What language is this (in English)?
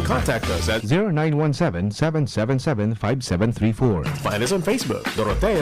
Bikol